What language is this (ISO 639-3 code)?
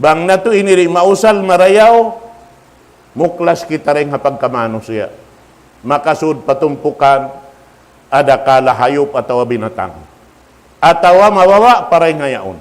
tsg